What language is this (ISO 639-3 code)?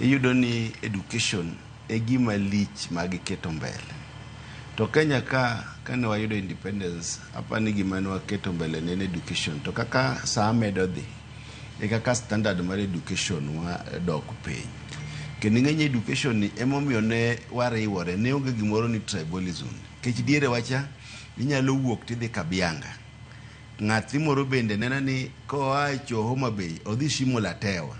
luo